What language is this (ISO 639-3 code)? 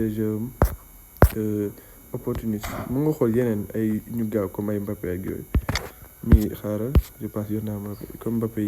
wol